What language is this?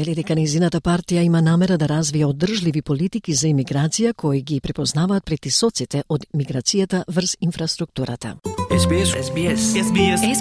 Macedonian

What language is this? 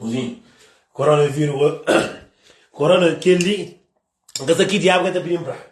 Kabuverdianu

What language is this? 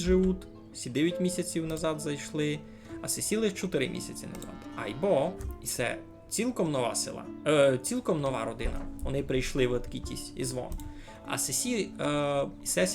Rusyn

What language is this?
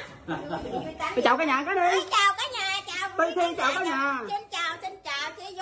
Vietnamese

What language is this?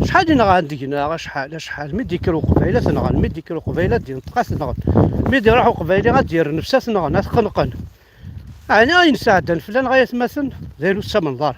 Kabyle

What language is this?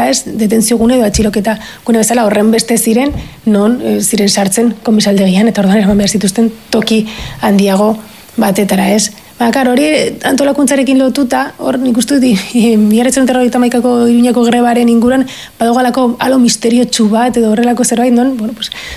Basque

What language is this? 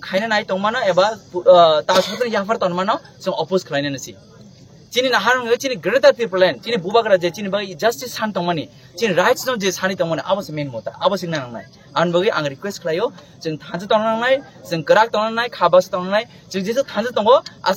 Kok Borok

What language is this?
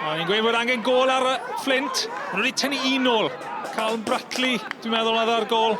Welsh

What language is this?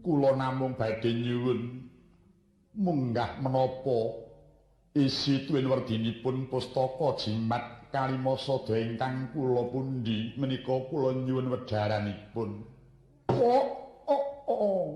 Javanese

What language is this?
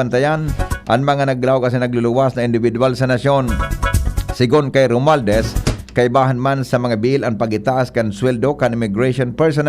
Bikol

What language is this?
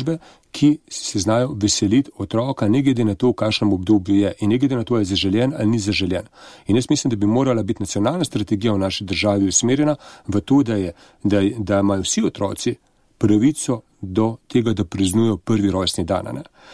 Slovenian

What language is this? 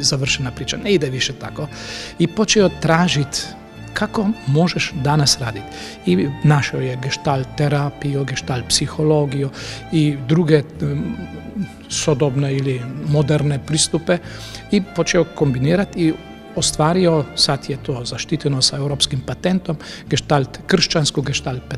Croatian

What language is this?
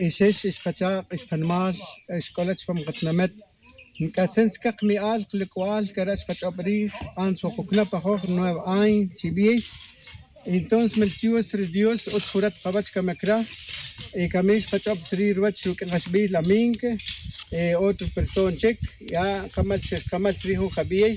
Kaqchikel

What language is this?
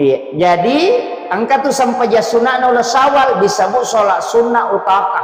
Buginese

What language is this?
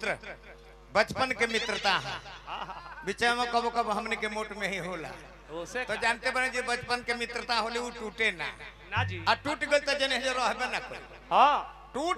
Bhojpuri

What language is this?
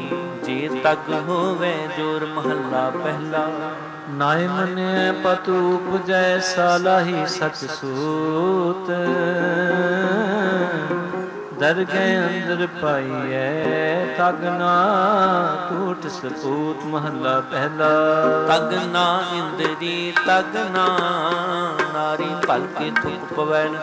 Punjabi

